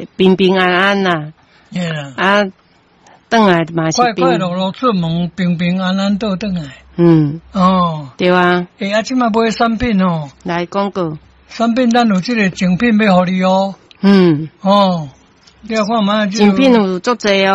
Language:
Min Nan Chinese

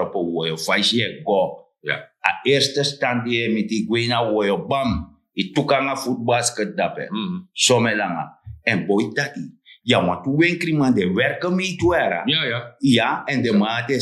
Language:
Sranan Tongo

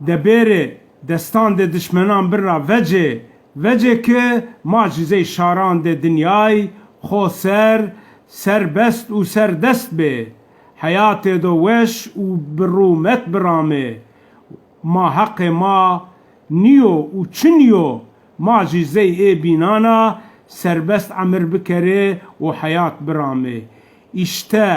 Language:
Zaza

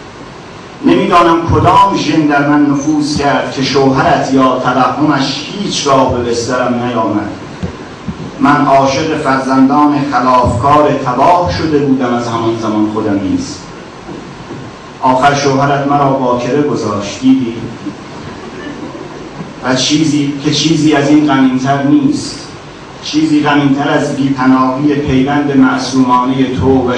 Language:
Persian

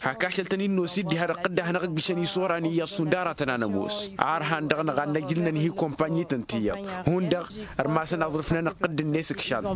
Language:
Tamasheq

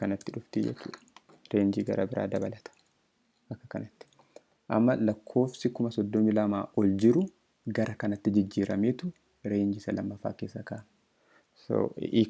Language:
Oromo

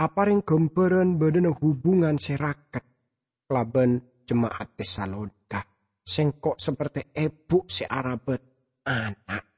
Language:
Madurese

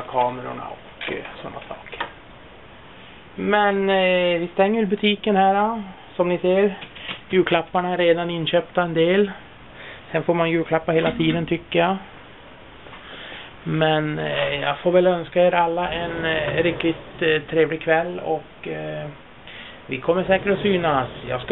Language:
Swedish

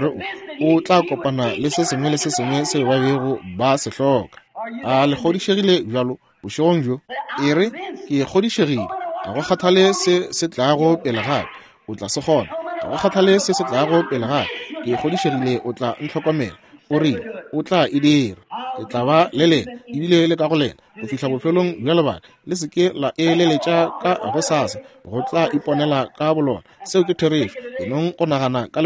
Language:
Northern Sotho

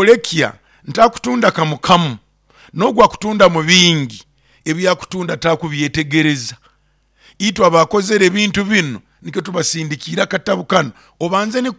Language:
Nyoro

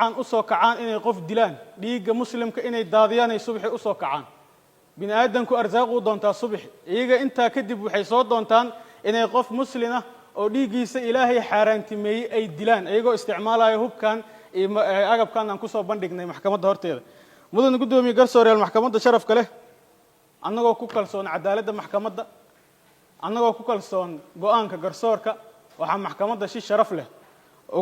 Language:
Somali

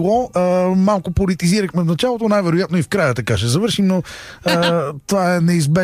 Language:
Bulgarian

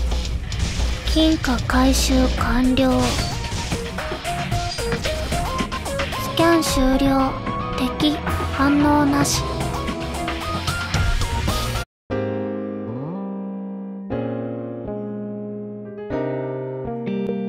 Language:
Japanese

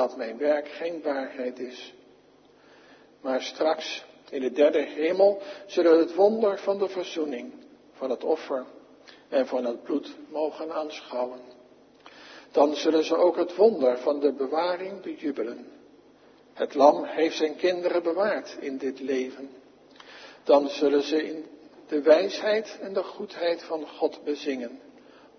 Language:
Dutch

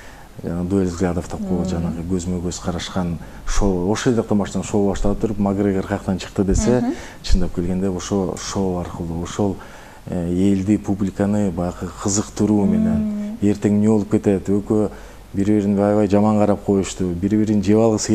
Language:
Kyrgyz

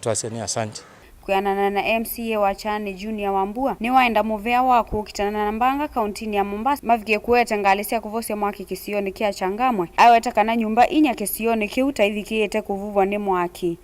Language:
Kamba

